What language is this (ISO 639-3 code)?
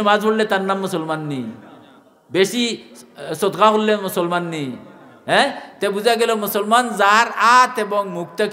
syl